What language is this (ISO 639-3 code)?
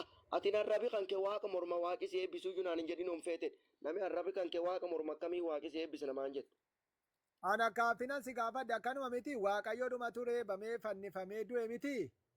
orm